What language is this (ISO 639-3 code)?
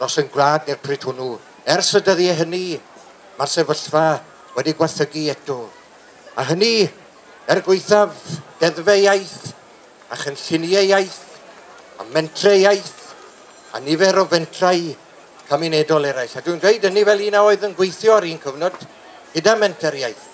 cym